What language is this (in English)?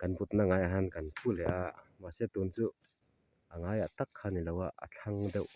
Mizo